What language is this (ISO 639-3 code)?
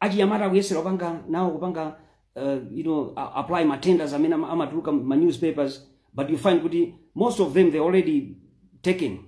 nya